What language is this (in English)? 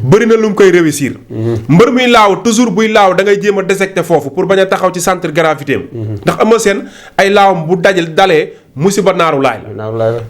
Wolof